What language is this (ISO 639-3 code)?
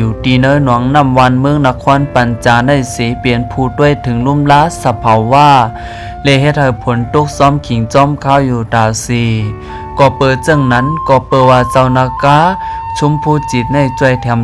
shn